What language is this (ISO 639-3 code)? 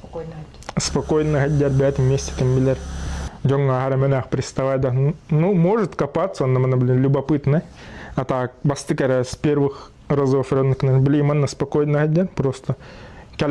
sah